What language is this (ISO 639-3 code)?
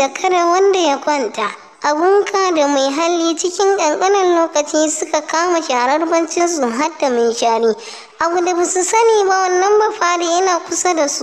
hau